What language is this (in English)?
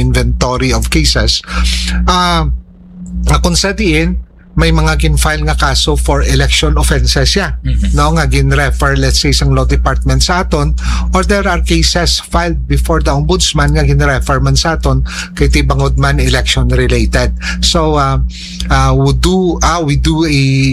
Hiligaynon